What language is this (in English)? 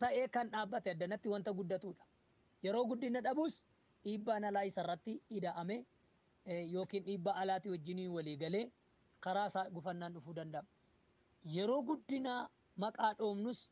Oromo